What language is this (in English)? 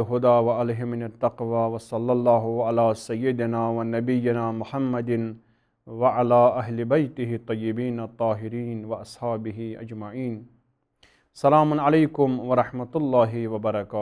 Kashmiri